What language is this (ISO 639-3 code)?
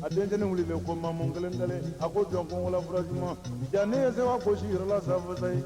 bam